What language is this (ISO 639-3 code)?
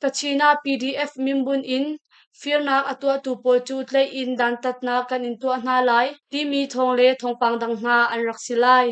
cnh